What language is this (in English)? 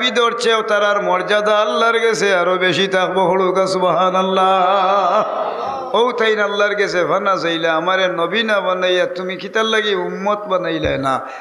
Sylheti